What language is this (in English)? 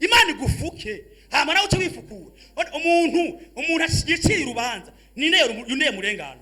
Rundi